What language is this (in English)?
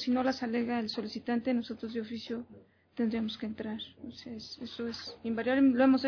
Spanish